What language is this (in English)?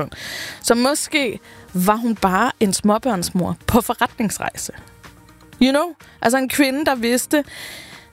Danish